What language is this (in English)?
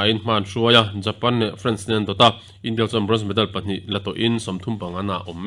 Mizo